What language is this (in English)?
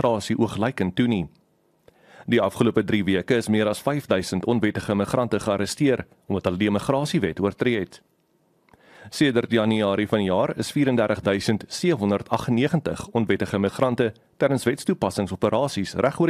Afrikaans